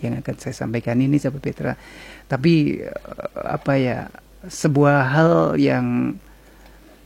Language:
Indonesian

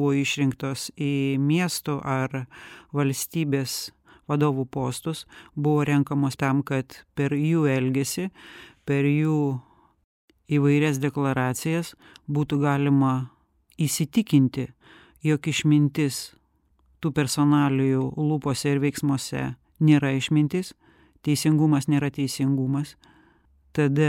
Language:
Lithuanian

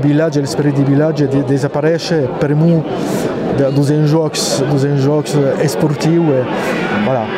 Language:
Occitan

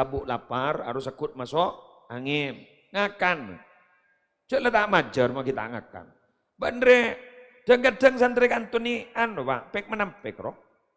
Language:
Madurese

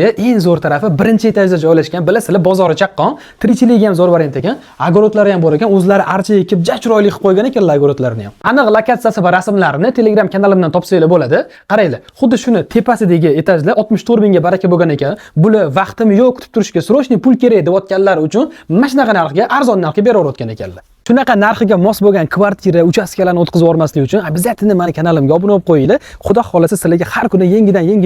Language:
Uzbek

